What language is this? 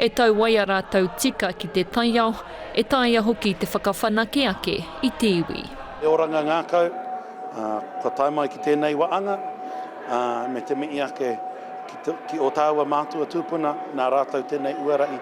Māori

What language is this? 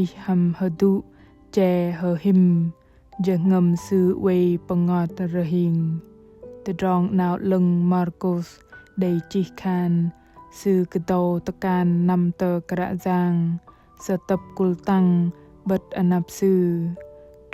Bahnar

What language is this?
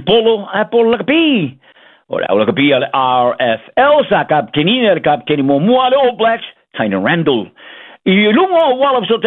Samoan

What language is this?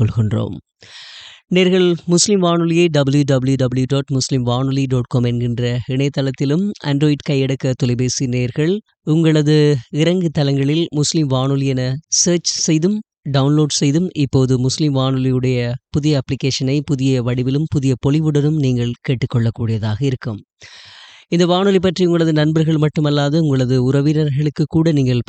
Tamil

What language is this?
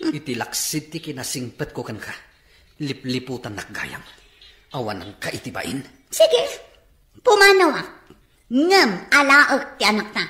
Iloko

